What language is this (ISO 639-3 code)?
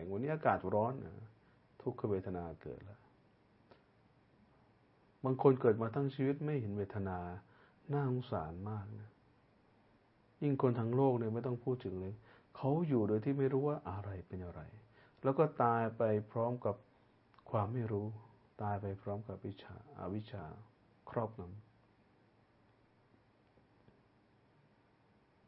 tha